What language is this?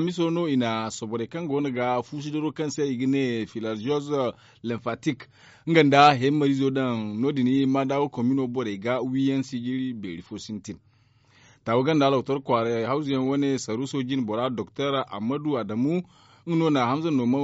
Zarma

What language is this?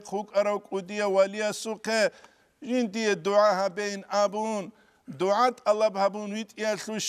Avaric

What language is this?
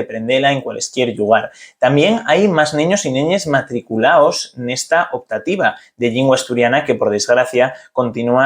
Asturian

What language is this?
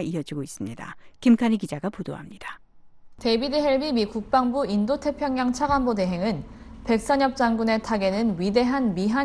Korean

